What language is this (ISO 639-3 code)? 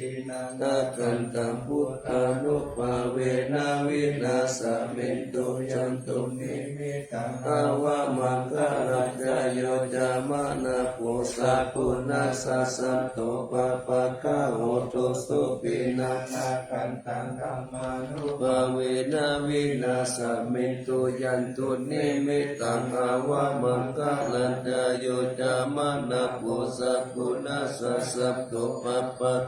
pli